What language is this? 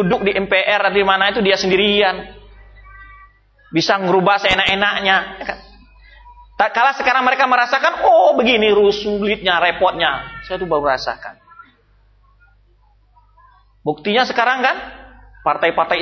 Indonesian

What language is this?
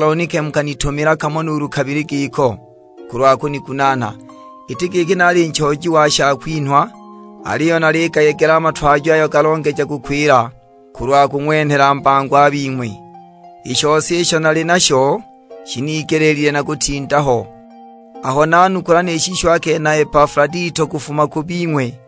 Sukuma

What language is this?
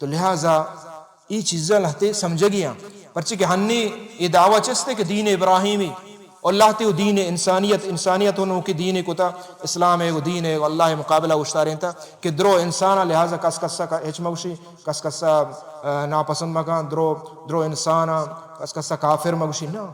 Baluchi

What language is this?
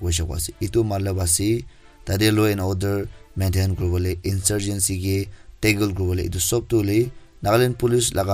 Naga Pidgin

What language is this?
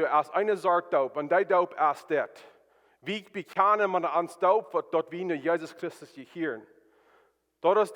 Plautdietsch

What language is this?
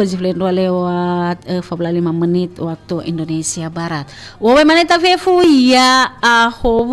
Nias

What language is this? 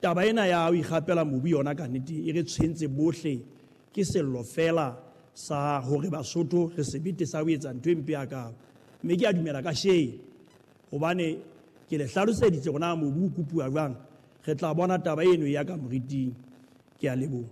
Southern Sotho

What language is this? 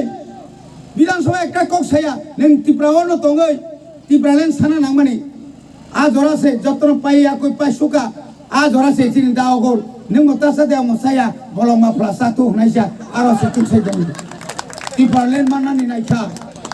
Kok Borok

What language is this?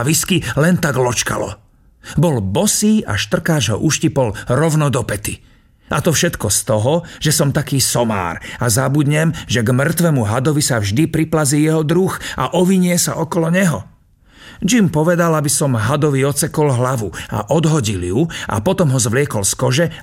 Slovak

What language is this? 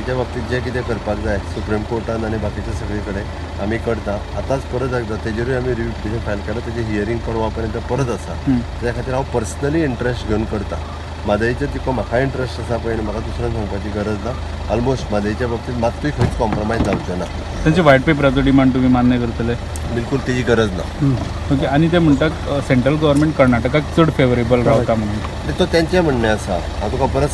Konkani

